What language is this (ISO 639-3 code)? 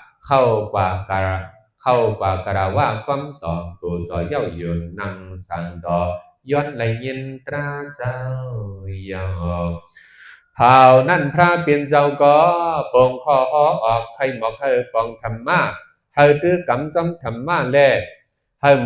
shn